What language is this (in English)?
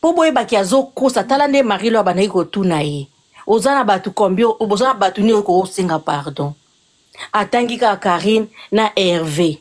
Lingala